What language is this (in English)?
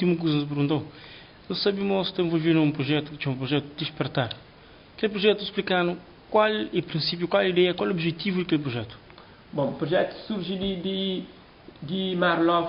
Kabuverdianu